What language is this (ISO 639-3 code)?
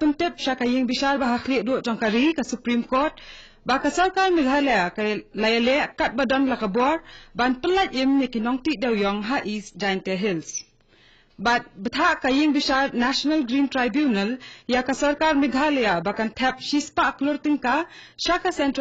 kha